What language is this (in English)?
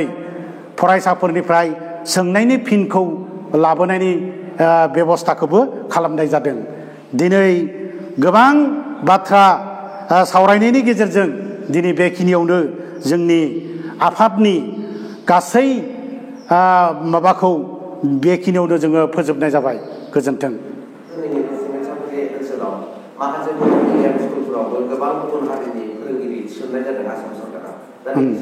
Bodo